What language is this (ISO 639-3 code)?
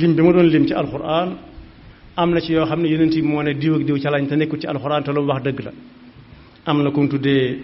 wol